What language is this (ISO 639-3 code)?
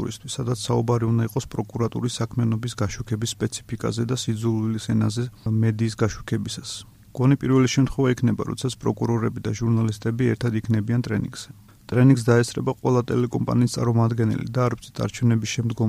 kat